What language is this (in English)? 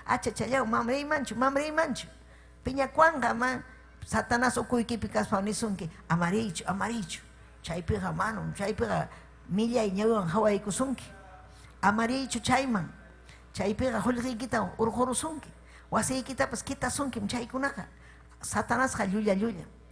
Ayacucho Quechua